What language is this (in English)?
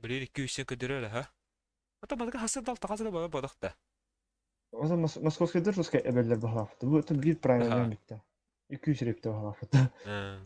Yakut